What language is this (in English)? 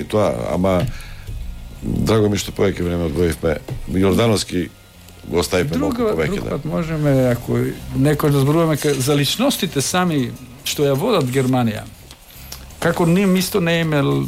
Macedonian